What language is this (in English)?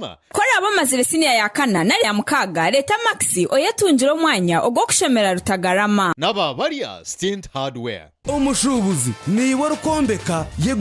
Nyankole